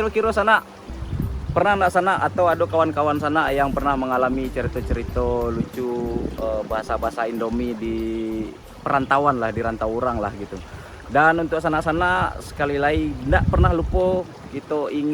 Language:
Minangkabau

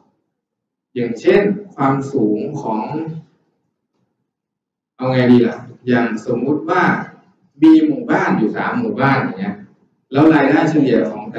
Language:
Thai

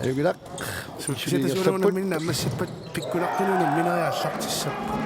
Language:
Kalaallisut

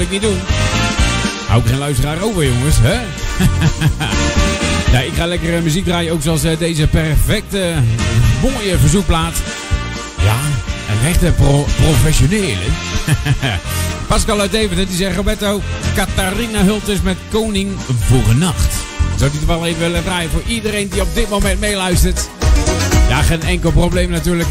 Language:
Dutch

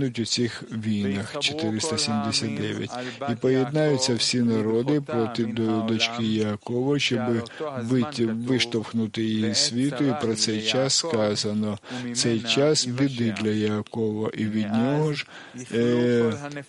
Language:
Ukrainian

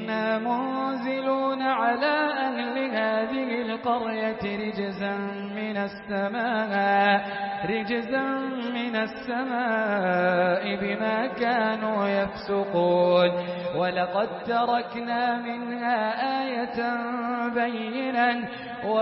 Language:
Arabic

